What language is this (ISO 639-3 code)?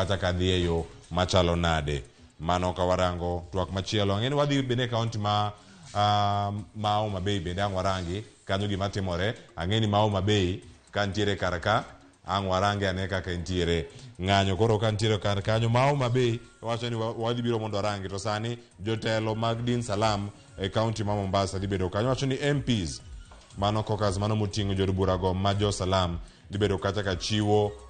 luo